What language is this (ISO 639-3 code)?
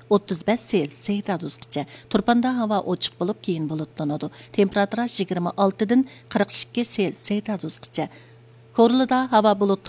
uig